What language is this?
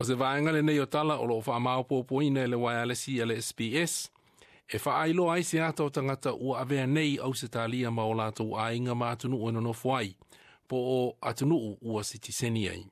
Samoan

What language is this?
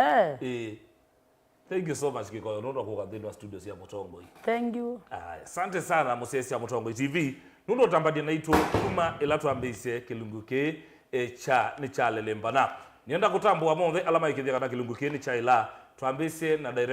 Kamba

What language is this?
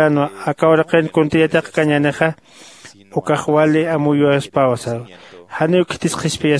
Aymara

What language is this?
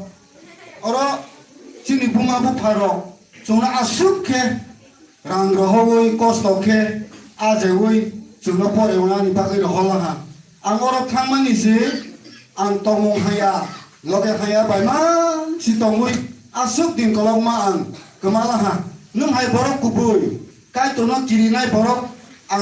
Kok Borok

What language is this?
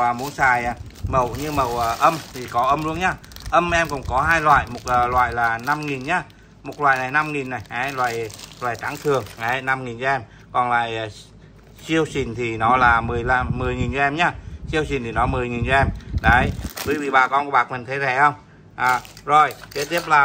Vietnamese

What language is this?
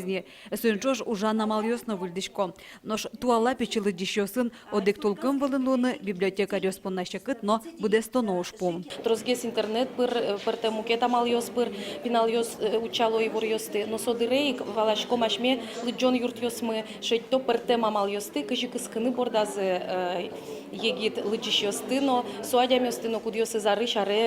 Udmurt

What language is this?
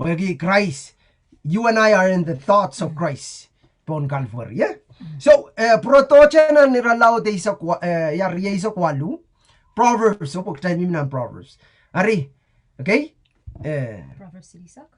Pohnpeian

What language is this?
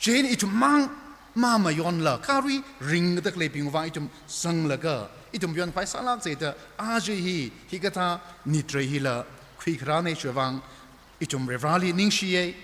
Tangkhul Naga (India)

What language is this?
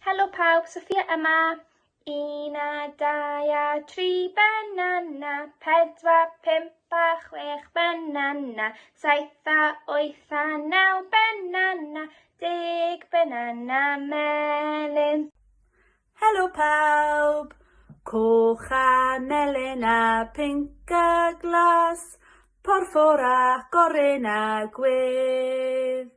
Welsh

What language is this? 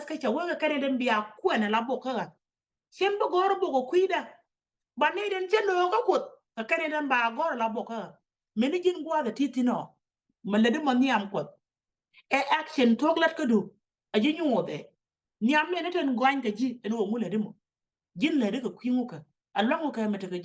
Nuer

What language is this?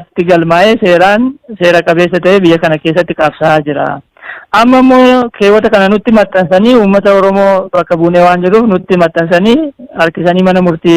Oromo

